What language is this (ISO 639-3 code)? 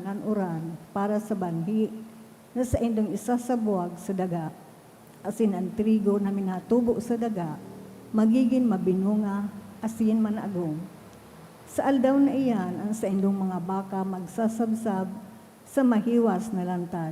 bik